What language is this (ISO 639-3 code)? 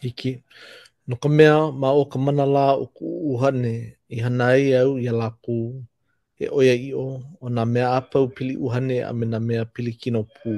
haw